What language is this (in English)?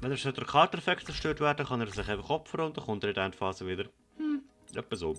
Swiss German